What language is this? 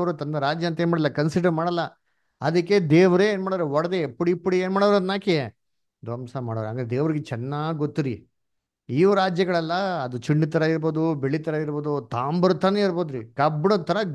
Kannada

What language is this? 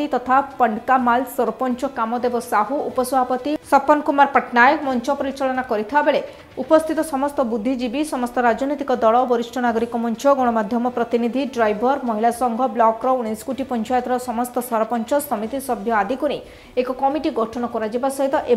Odia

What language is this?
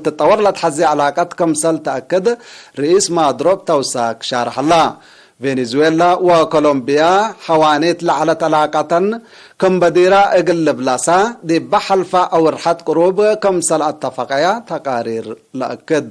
Tigre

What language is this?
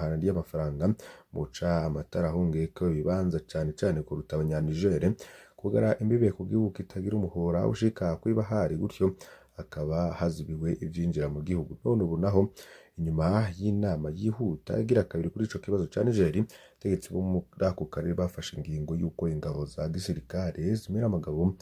Rundi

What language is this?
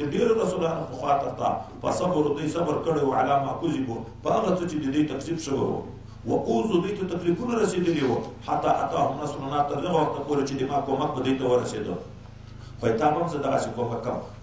Pashto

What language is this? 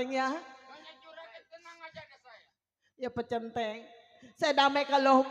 Betawi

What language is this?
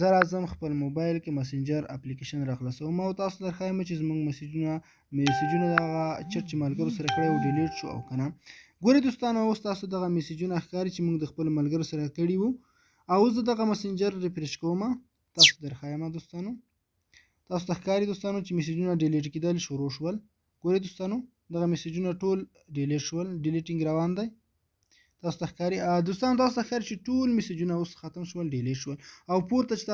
Pashto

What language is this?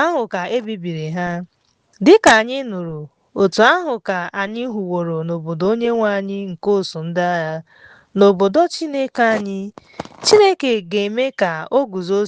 Igbo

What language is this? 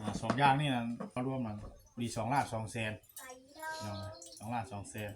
Northeastern Thai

